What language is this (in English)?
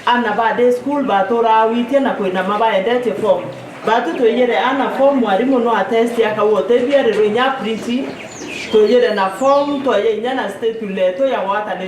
Meru